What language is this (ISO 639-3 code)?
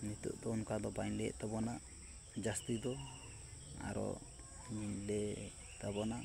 sat